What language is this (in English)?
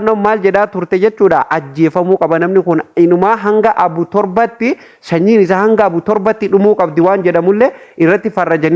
Oromo